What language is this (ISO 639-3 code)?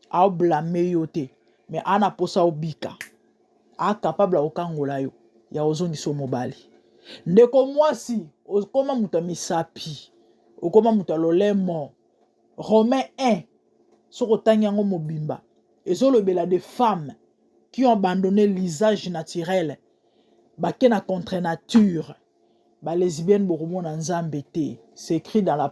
lin